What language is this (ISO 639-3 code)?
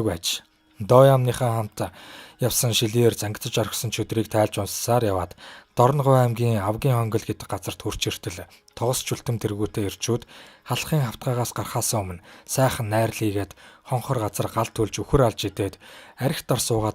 mon